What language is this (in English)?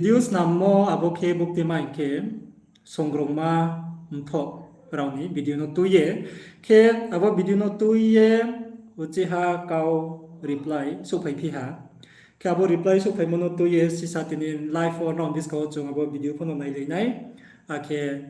Riang (India)